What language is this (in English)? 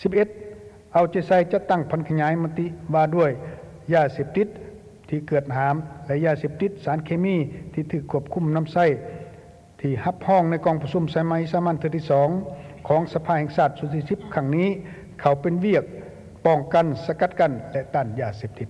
Lao